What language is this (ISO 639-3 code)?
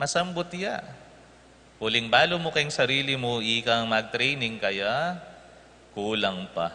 pam